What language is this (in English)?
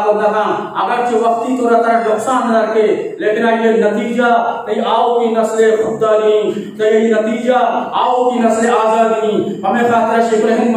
Eastern Balochi